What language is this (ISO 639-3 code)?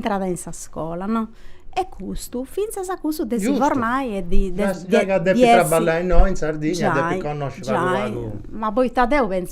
srd